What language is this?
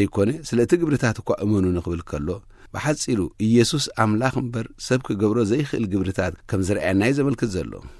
Tigrinya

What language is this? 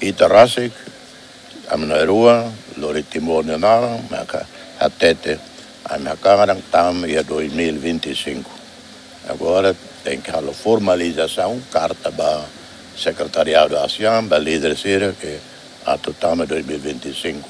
Tetum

